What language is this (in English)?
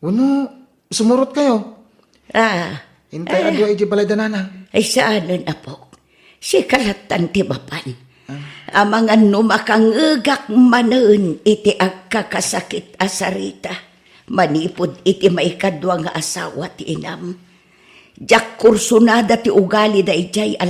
Iloko